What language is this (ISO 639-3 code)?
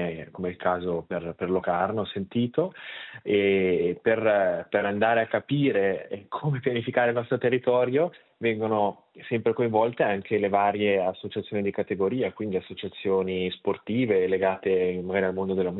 ita